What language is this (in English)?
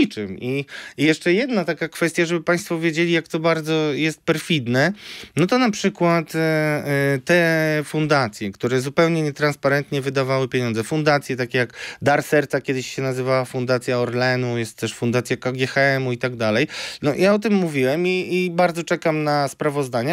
Polish